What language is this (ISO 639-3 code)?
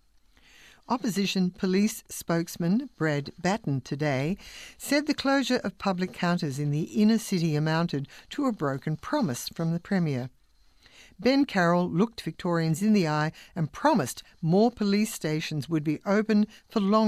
eng